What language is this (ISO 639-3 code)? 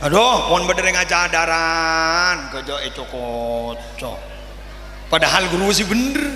mad